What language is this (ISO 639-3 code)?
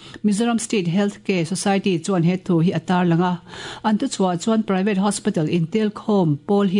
lus